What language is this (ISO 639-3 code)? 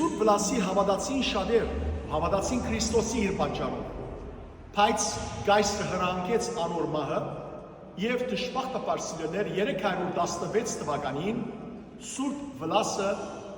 hyw